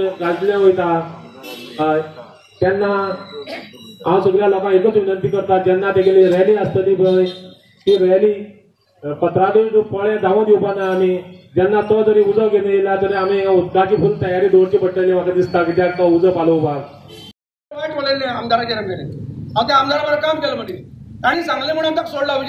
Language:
Konkani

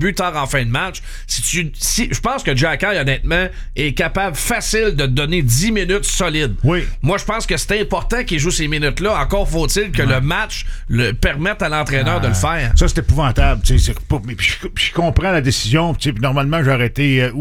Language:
French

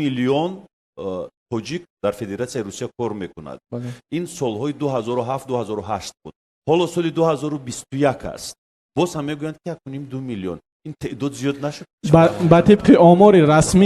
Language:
Tajik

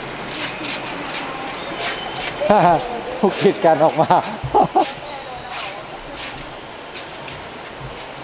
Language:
Thai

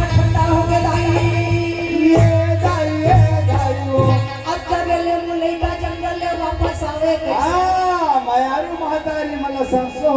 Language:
Chhattisgarhi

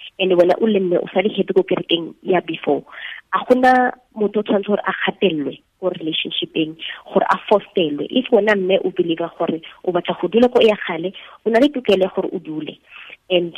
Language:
Tswana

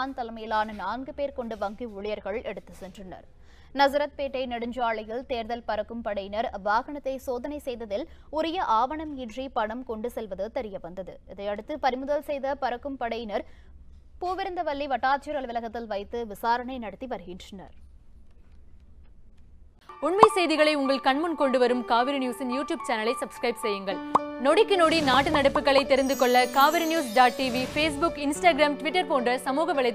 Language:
Tamil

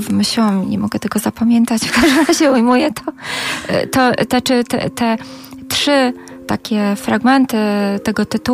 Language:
Polish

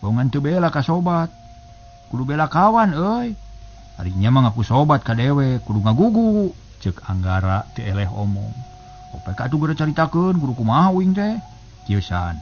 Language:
Sundanese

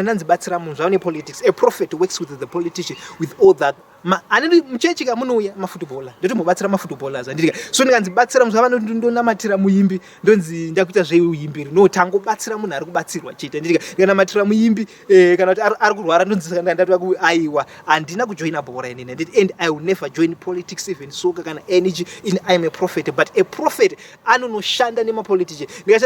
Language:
Shona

